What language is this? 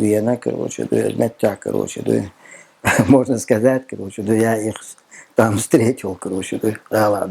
Chechen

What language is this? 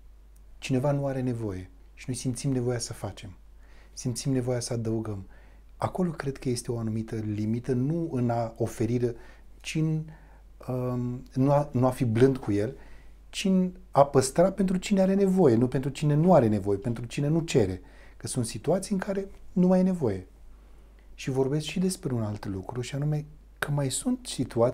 Romanian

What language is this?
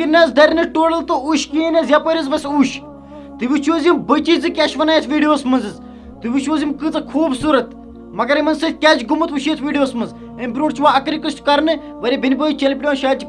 Kashmiri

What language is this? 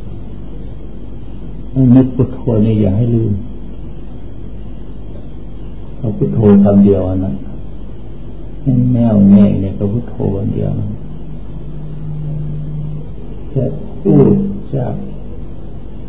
Thai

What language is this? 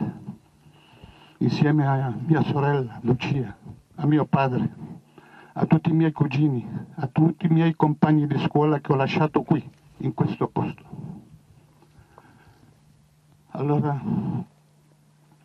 Italian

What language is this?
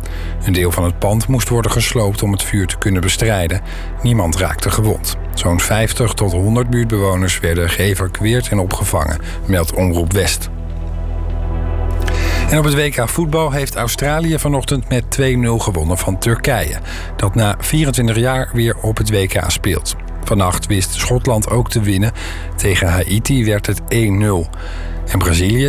Dutch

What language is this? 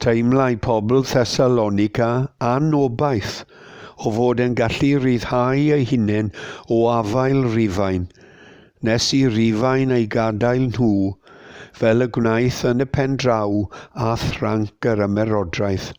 Welsh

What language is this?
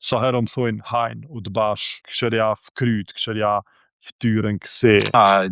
Albanian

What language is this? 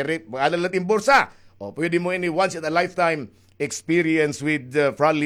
Waray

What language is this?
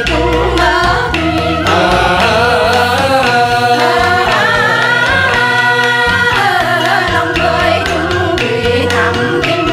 Vietnamese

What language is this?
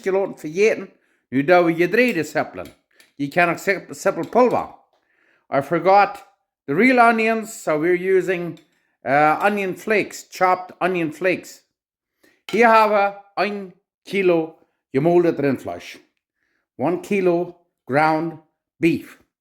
Plautdietsch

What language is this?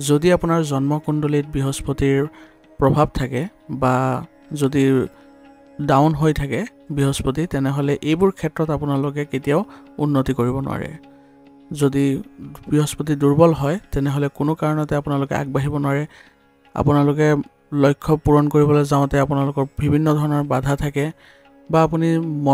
Assamese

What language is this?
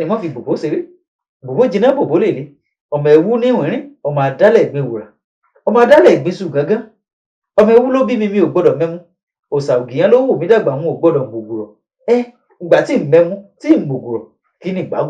Yoruba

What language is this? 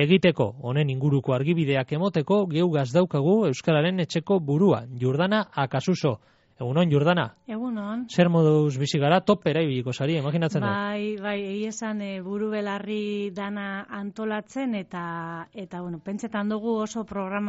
Basque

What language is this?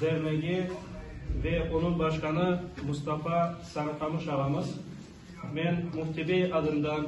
Crimean Tatar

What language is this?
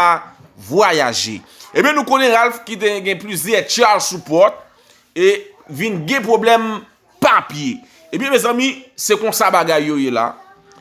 Haitian Creole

